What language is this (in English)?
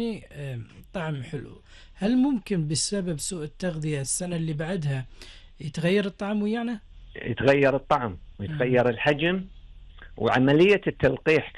Gulf Arabic